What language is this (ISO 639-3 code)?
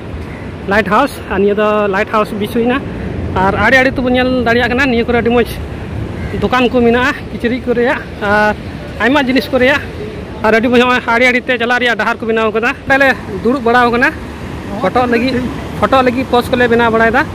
sat